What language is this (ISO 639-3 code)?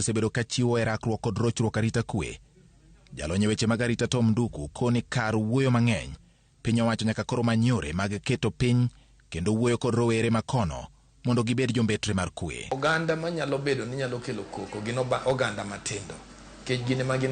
luo